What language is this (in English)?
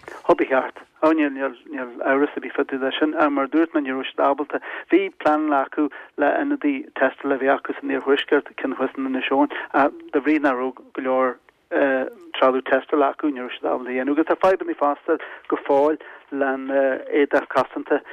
Irish